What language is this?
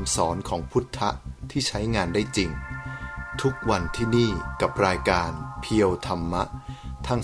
Thai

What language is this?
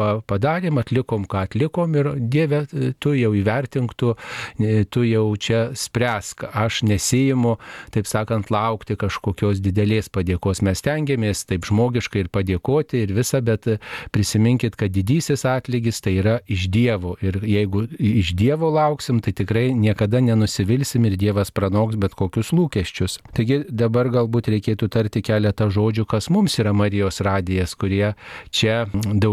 Lithuanian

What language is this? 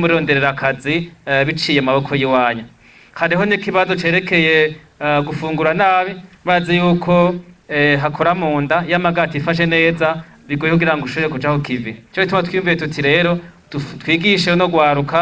Rundi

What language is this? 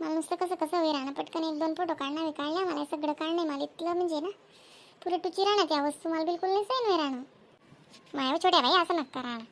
Khandesi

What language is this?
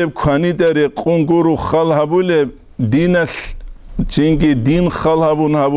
Avaric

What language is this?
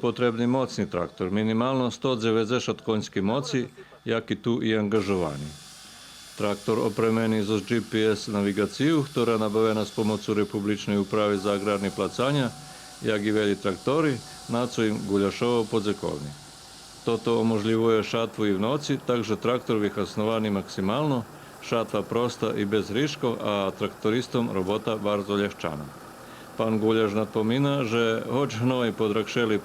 Rusyn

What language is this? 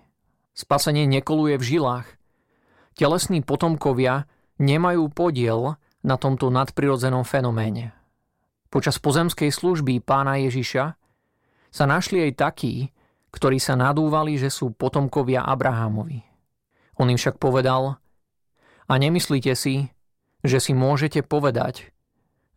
Slovak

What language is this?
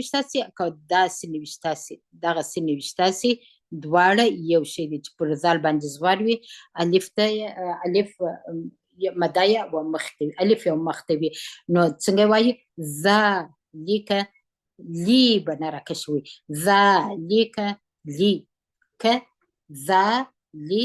Pashto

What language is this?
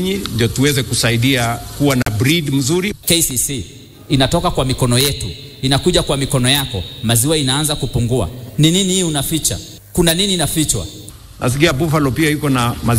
Swahili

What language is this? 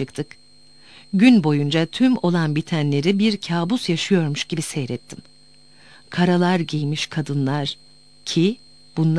Turkish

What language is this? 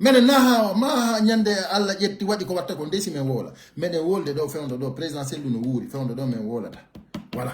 Pular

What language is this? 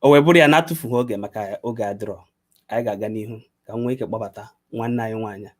Igbo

